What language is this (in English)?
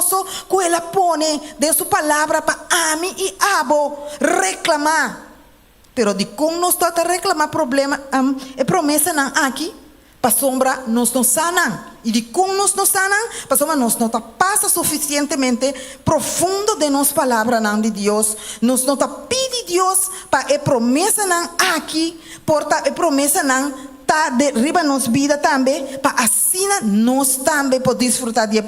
Papiamento